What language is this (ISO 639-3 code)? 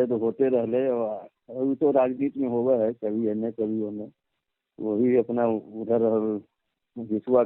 mag